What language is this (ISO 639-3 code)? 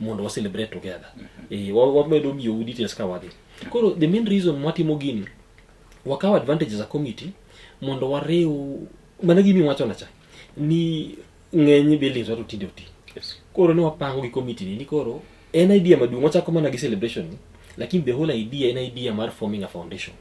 luo